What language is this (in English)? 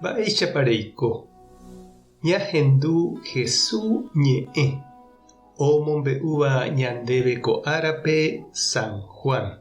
Guarani